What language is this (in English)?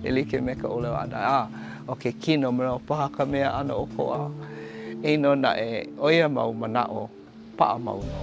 Hawaiian